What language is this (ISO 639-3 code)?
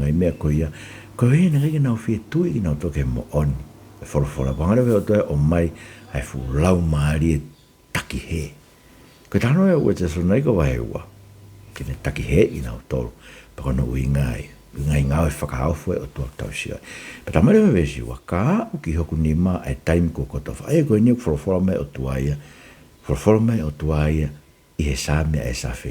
ton